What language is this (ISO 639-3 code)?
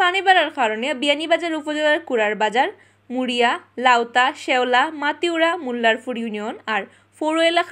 syl